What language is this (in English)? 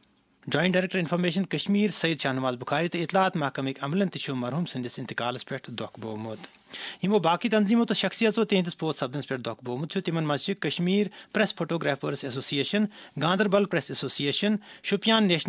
Kashmiri